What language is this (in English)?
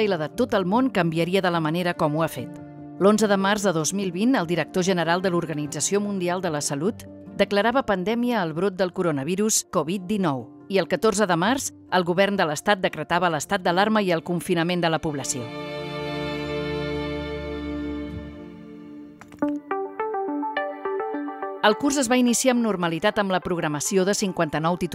Catalan